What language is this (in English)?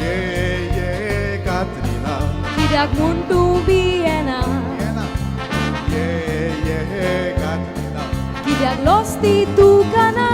Konkani